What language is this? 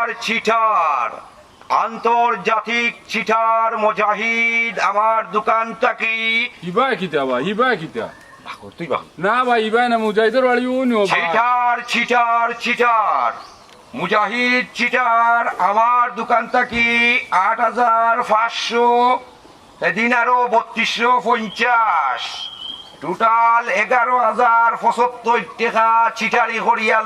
Sylheti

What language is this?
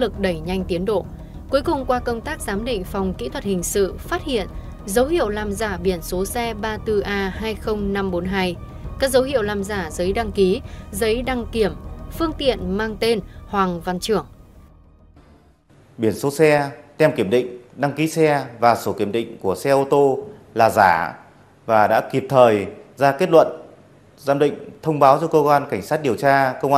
Vietnamese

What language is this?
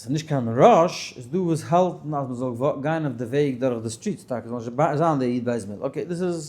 Yiddish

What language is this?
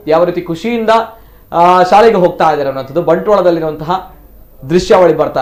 Kannada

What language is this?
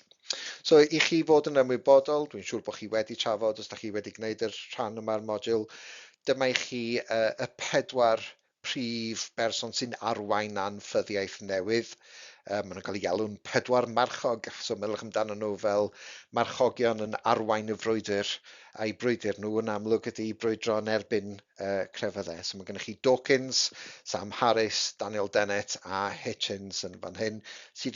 Welsh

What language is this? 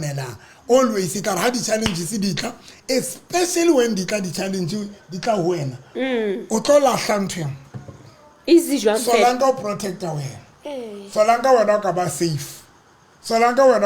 Southern Sotho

